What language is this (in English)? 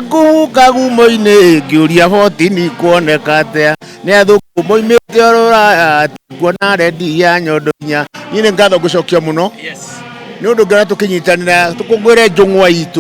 Kikuyu